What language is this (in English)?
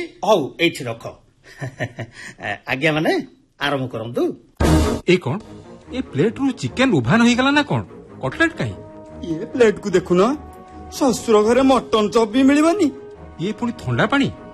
Odia